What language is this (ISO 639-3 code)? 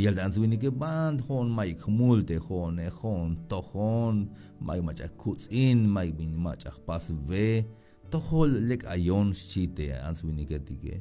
tzh